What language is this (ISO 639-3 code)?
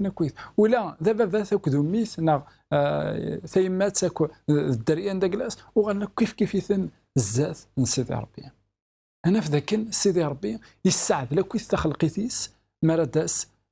kab